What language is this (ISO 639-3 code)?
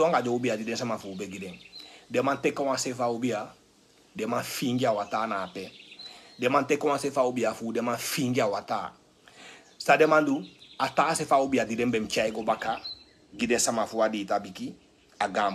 srn